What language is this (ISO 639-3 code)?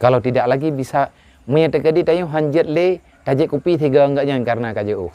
ace